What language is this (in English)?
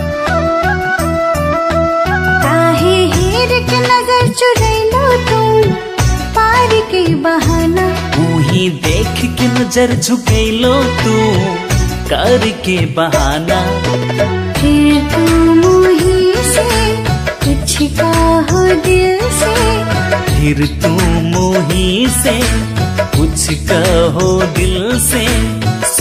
Bhojpuri